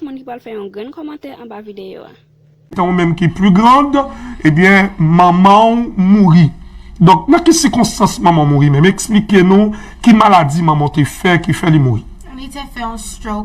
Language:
Haitian Creole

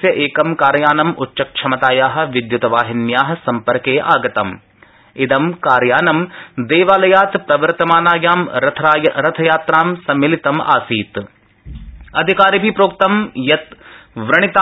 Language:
Sanskrit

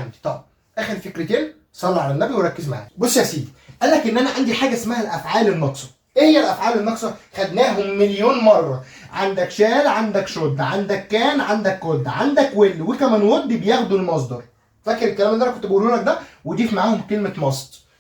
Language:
Egyptian Arabic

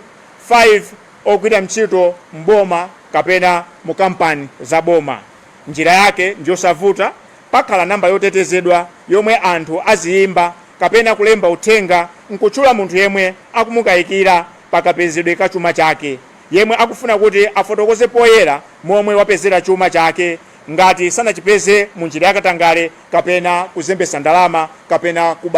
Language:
Nyanja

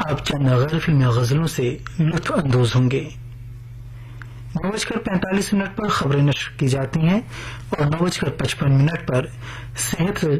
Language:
Urdu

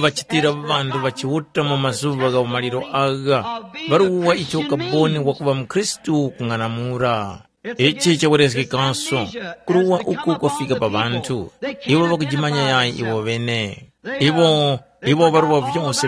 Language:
Tumbuka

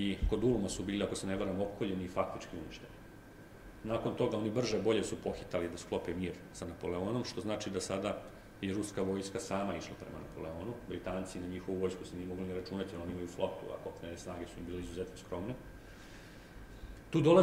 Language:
Serbian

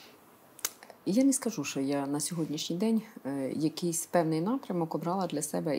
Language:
Ukrainian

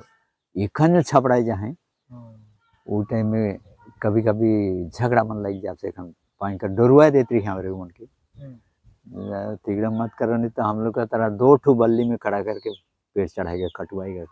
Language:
Sadri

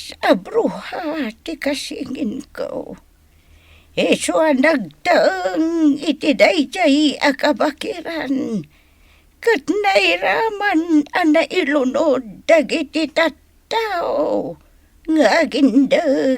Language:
Iloko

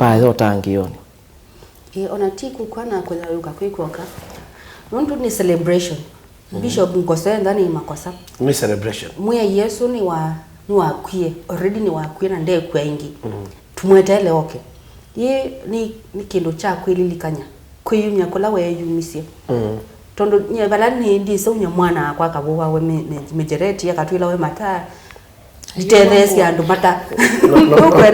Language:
Kamba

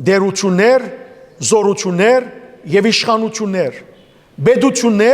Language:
Western Armenian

